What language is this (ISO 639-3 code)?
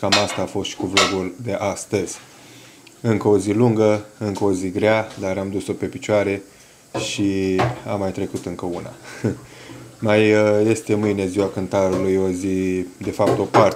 ron